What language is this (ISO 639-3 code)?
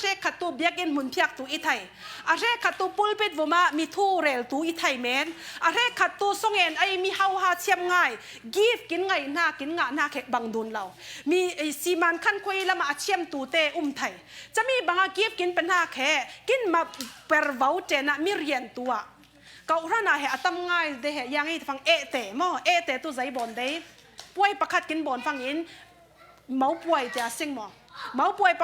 cfm